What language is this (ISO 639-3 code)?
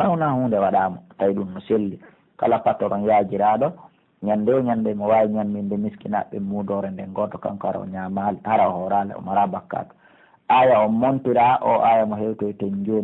fuf